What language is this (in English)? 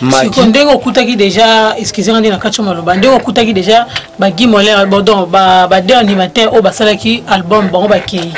Lingala